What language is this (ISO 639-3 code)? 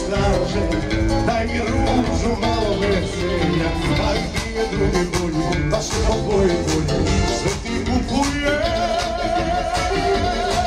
hrv